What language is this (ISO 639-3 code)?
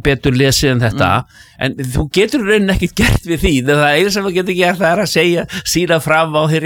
isl